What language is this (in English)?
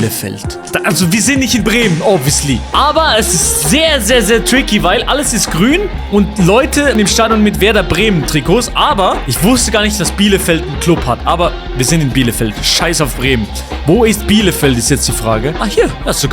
Swiss German